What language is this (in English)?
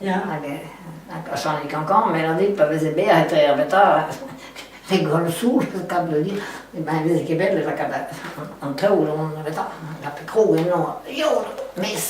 Breton